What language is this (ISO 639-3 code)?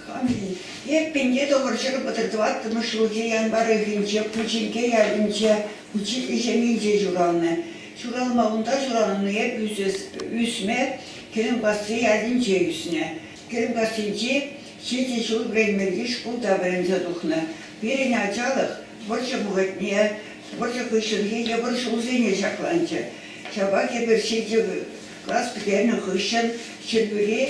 chv